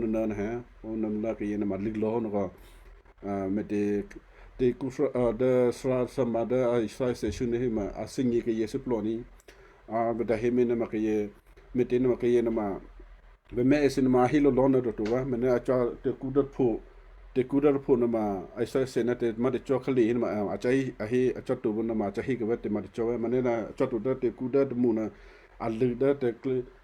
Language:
Western Kayah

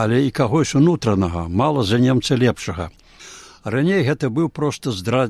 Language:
Belarusian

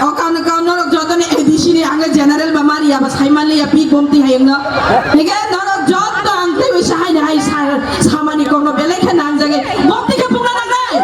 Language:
Kok Borok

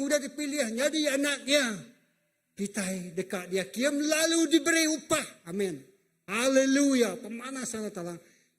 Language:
Iban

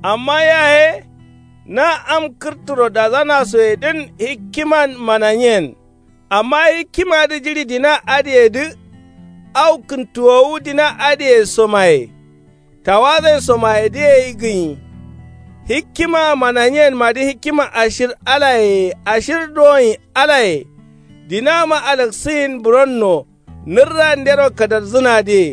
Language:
Kanuri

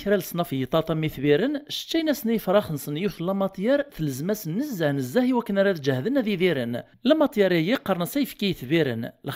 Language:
Kabyle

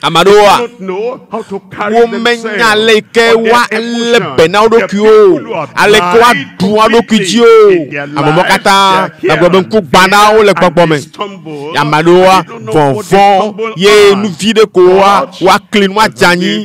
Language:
Ewe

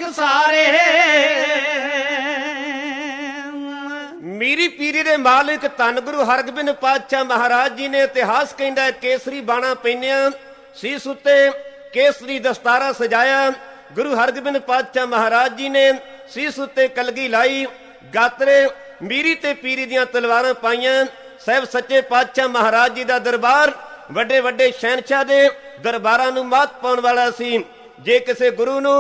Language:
Punjabi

